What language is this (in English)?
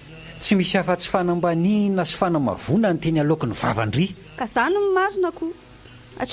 Malagasy